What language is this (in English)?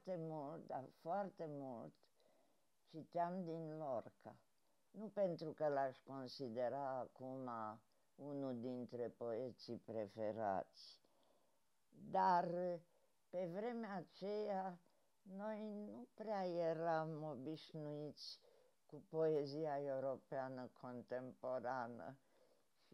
Romanian